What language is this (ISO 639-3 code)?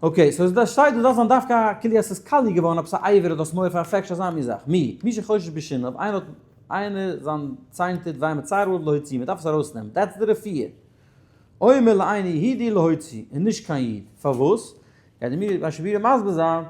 yid